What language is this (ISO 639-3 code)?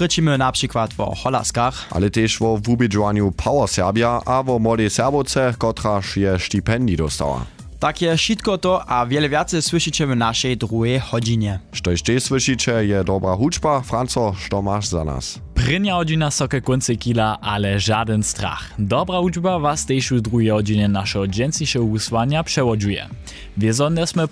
hsb